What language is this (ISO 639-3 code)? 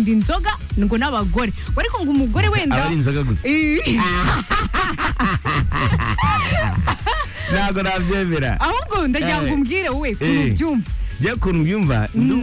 kin